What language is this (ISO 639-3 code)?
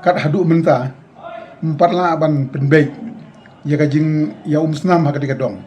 kha